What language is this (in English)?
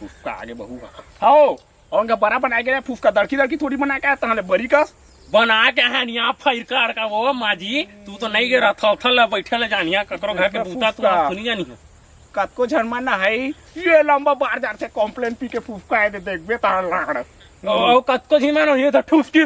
Chhattisgarhi